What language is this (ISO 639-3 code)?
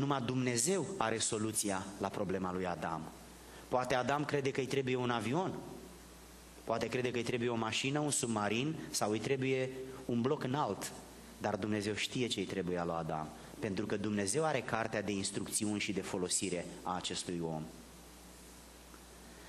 ron